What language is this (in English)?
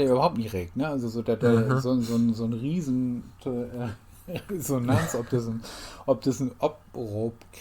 Low German